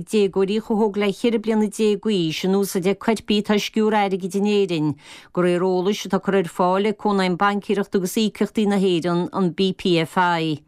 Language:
Irish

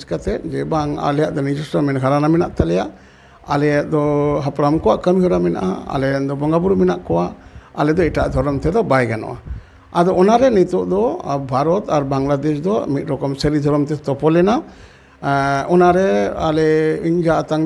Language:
Santali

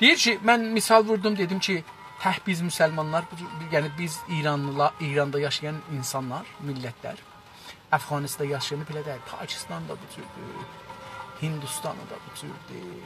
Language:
South Azerbaijani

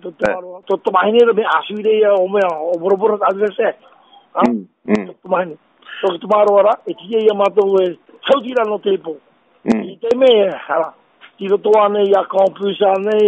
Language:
Tahitian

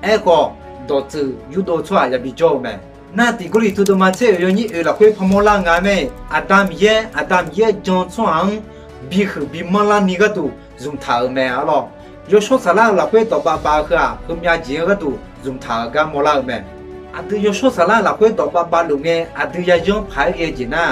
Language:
Akha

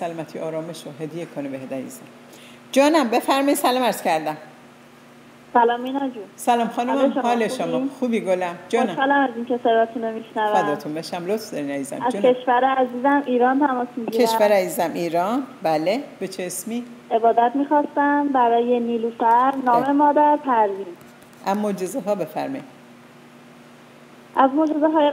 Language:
Persian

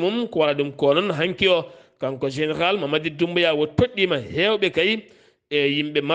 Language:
Fula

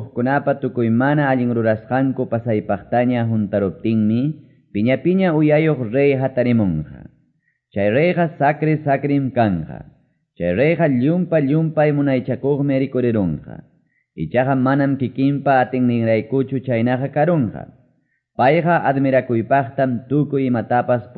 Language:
Quechua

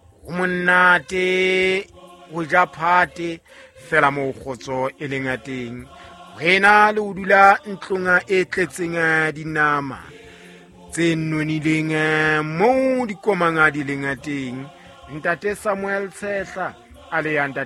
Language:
Southern Sotho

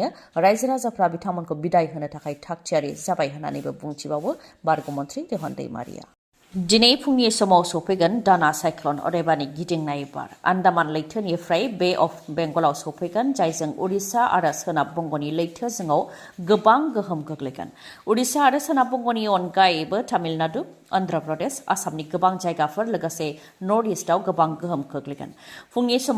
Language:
Bodo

